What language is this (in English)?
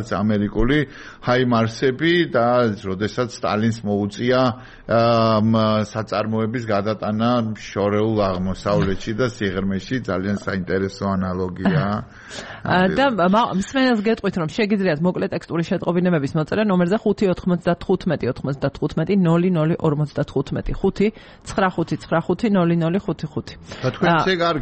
Georgian